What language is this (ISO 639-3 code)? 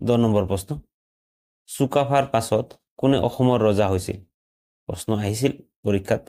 asm